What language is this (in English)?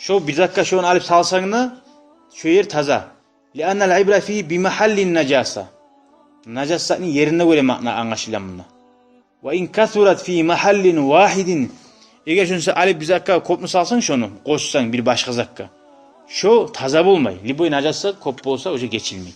Kumyk